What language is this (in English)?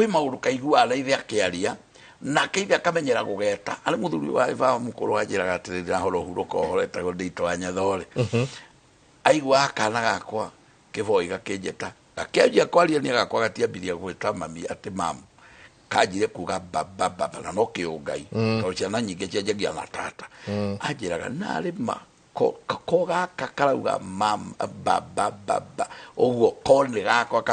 Kikuyu